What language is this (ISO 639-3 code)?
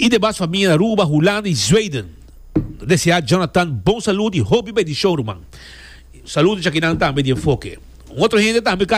pap